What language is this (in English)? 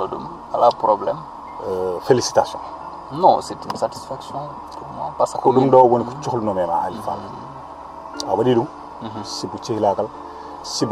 Fula